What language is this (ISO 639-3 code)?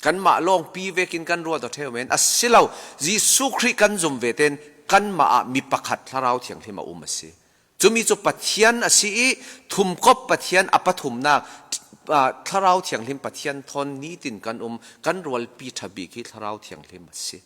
cfm